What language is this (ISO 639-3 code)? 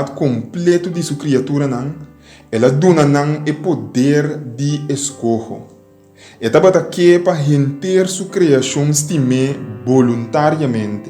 pap